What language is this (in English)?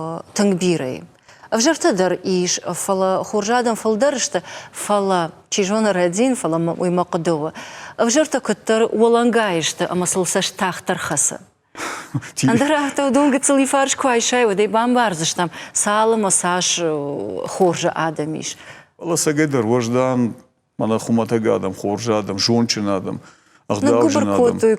Ossetic